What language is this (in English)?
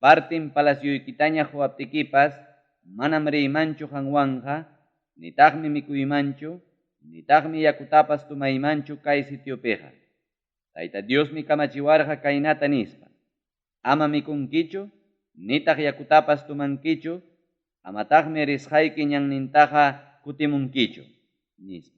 Ayacucho Quechua